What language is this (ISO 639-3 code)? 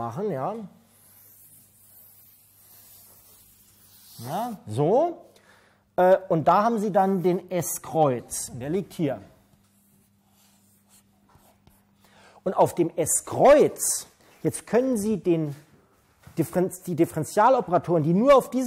deu